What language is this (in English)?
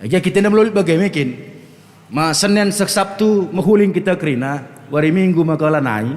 Batak Karo